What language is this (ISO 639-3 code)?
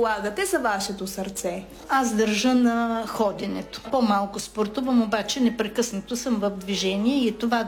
bul